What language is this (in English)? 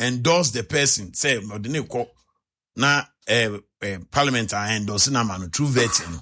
Akan